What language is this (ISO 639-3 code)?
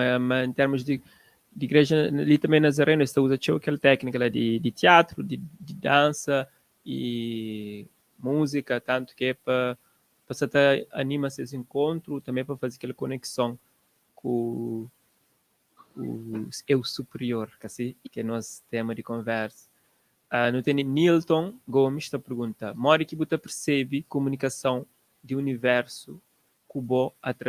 kea